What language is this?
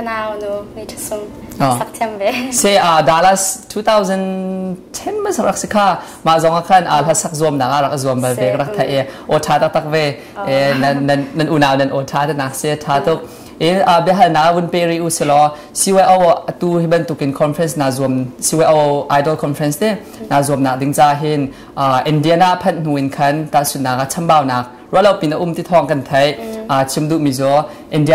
Hakha Chin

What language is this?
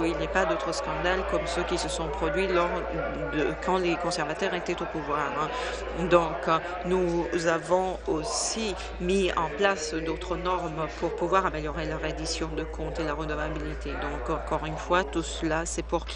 French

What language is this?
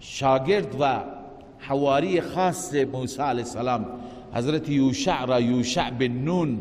Persian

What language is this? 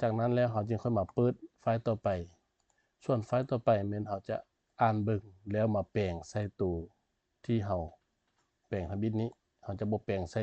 Lao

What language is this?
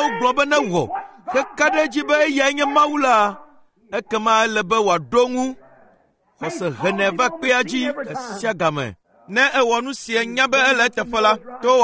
Ewe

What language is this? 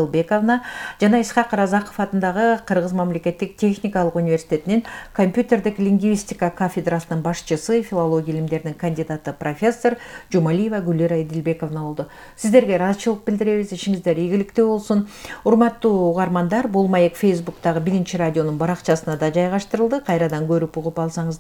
Kyrgyz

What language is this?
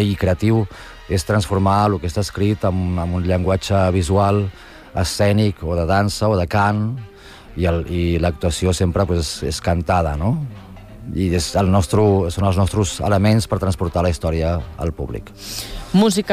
Catalan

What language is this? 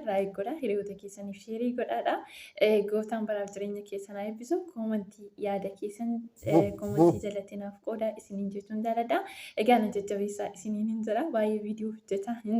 Oromo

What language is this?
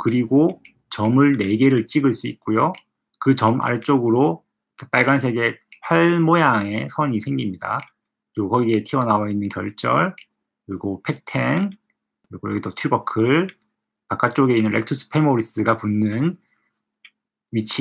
Korean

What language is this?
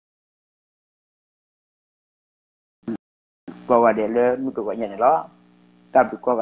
S'gaw Karen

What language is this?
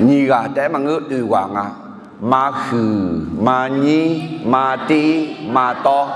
Akha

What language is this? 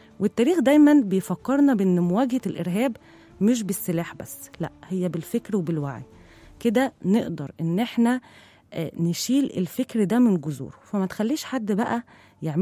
Egyptian Arabic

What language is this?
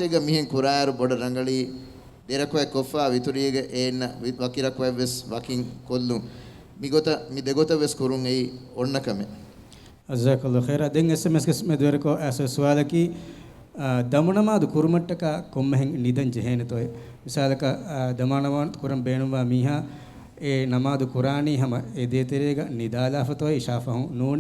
Divehi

